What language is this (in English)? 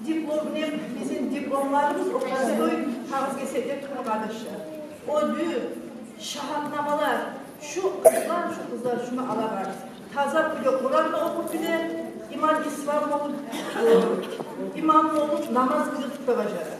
Kumyk